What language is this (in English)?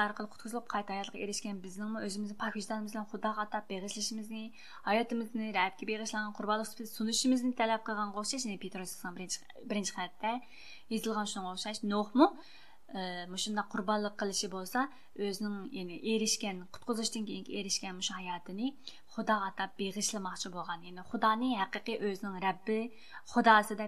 Uyghur